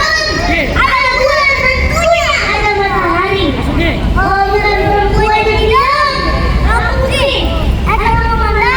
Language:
Betawi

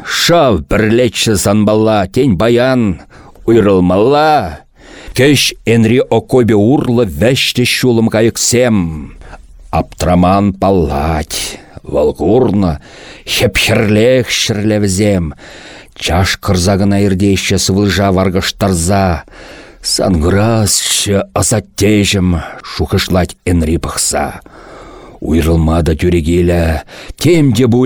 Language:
Chuvash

